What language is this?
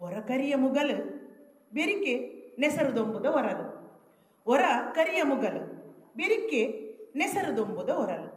Tulu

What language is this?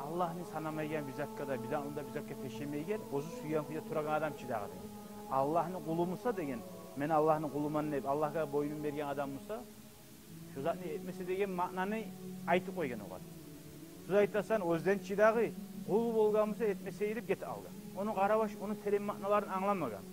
Kumyk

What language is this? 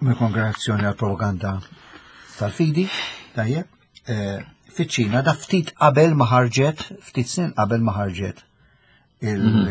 Maltese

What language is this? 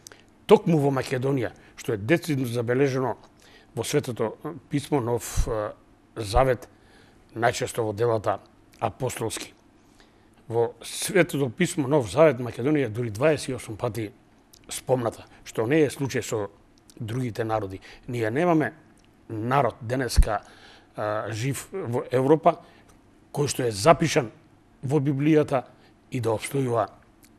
Macedonian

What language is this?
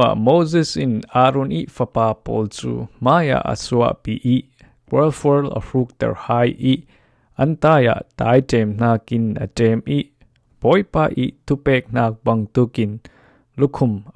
Falam Chin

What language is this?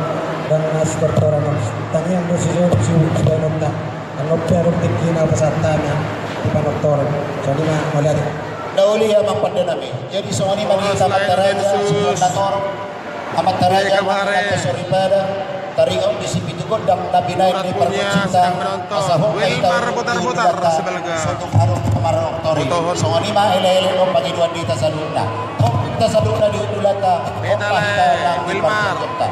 Batak Toba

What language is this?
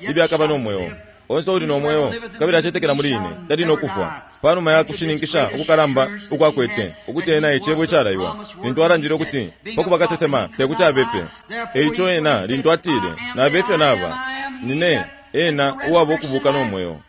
Bemba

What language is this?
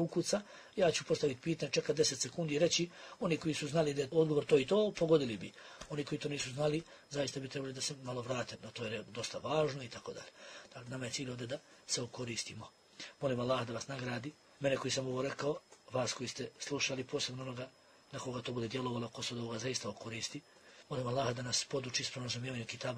Bosnian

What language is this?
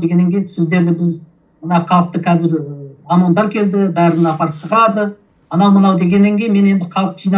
Kazakh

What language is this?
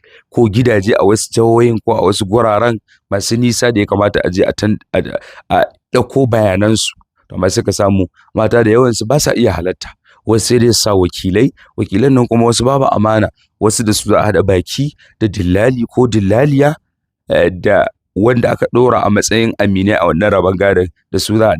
Hausa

